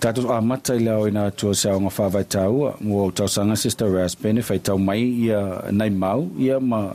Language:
Samoan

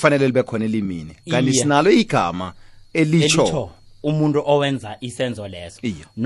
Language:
South Ndebele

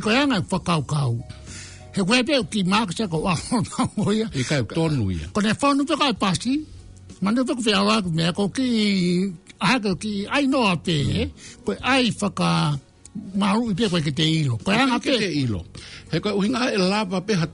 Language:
Tongan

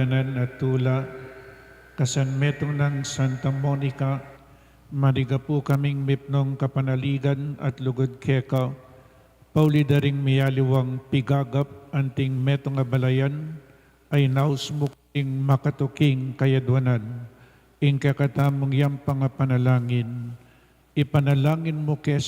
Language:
Pampanga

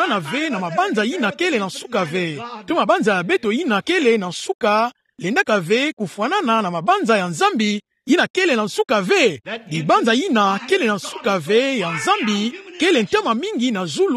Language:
Kituba (Democratic Republic of Congo)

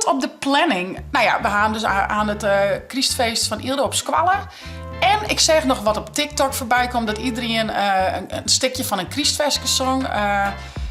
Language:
Western Frisian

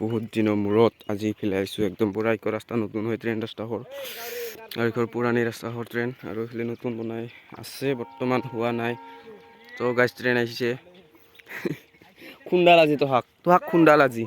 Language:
Assamese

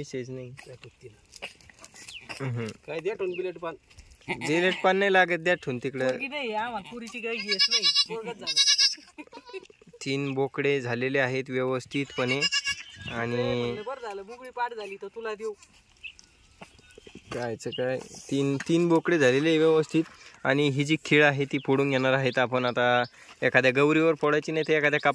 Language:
Marathi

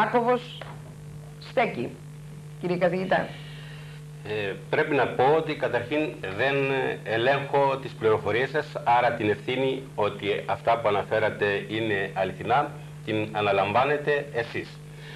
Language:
Greek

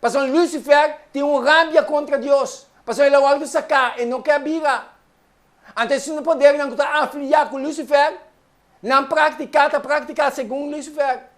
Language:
Papiamento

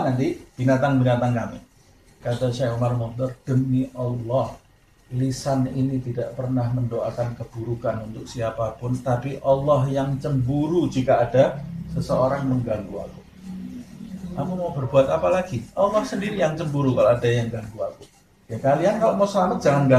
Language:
Indonesian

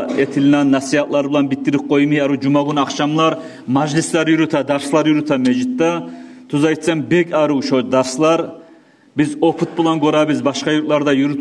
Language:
Kumyk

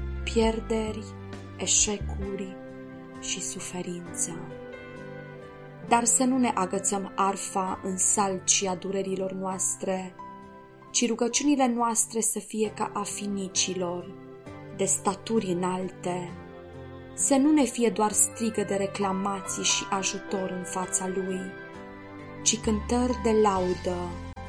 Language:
Romanian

